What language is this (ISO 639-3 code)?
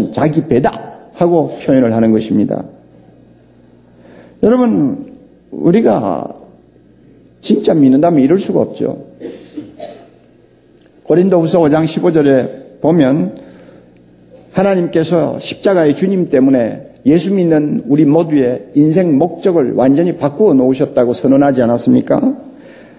kor